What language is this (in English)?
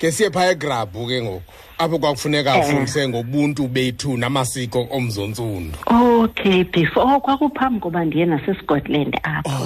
Xhosa